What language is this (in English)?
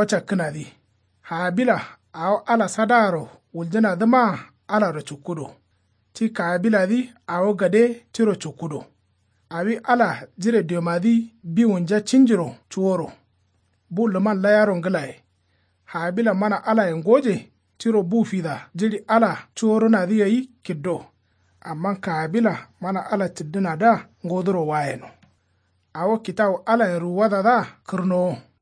Kanuri